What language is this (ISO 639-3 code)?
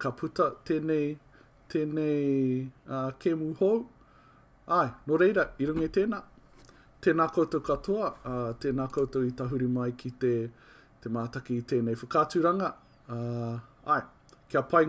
mri